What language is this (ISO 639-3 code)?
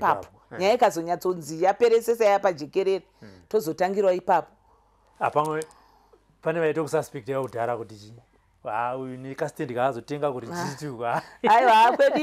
sna